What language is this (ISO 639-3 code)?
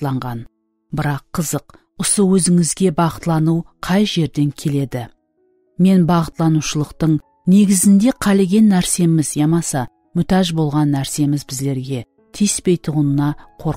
kaa